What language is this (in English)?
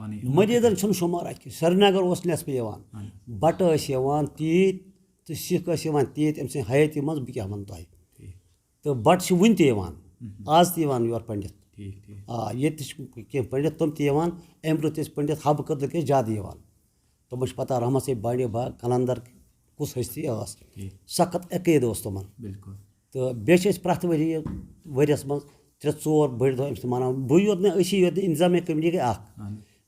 Kashmiri